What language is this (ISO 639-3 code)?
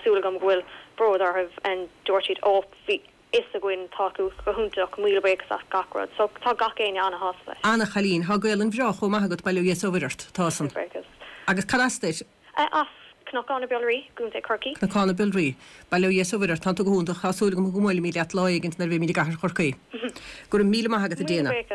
gle